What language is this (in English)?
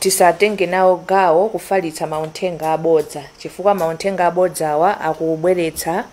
Nyanja